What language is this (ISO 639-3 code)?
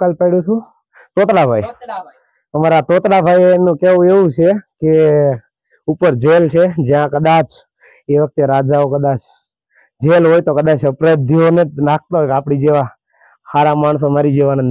guj